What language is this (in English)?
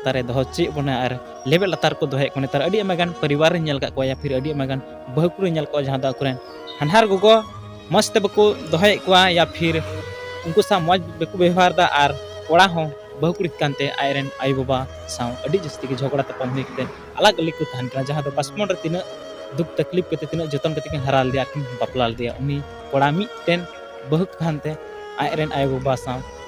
Santali